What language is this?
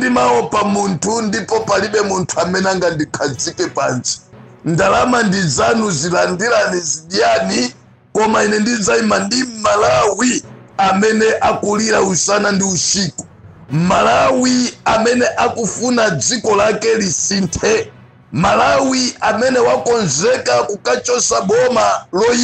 Nyanja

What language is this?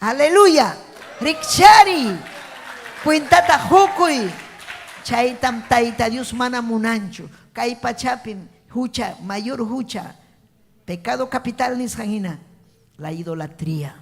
Ayacucho Quechua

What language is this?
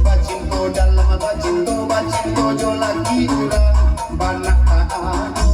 Minangkabau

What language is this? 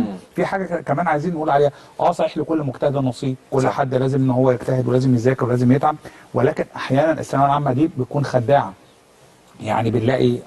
Egyptian Arabic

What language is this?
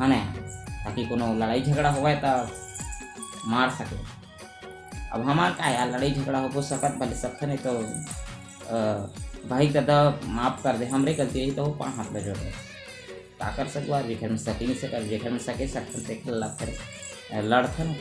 Chhattisgarhi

